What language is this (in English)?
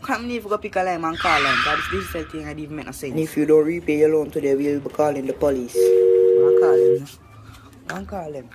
Jamaican Creole English